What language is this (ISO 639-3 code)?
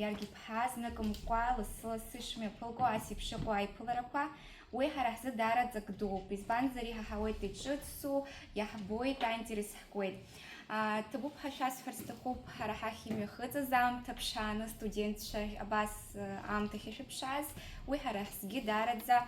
abk